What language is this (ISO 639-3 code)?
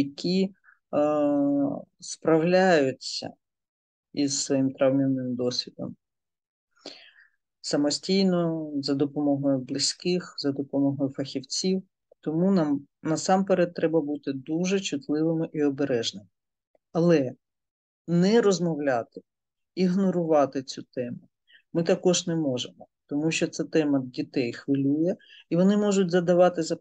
ukr